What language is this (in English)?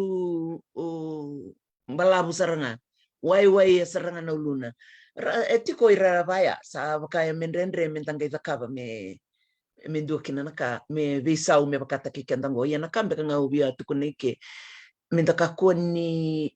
Fijian